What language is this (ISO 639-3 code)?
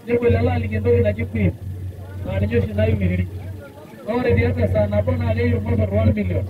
mas